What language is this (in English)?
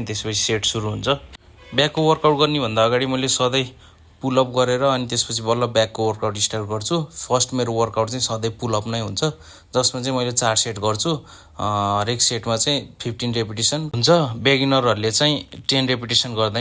Nepali